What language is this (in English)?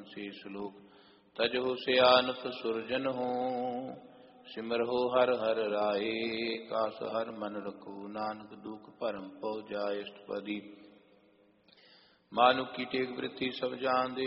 Punjabi